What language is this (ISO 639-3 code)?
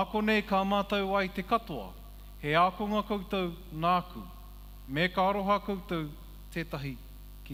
mri